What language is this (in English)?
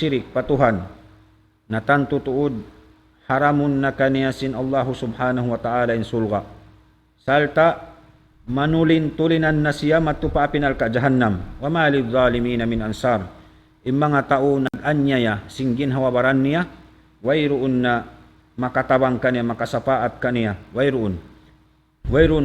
Tausug